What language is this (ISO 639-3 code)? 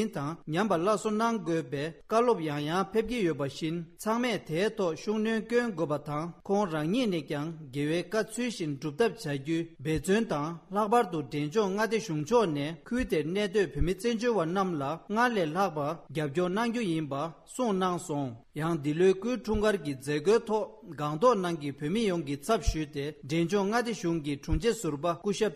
bod